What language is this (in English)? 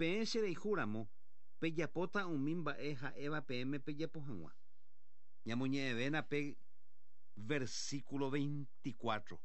Guarani